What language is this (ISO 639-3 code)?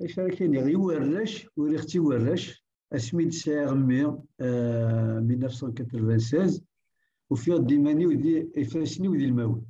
kab